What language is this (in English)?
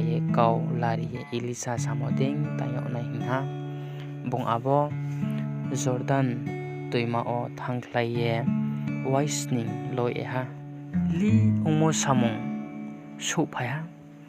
Riang (India)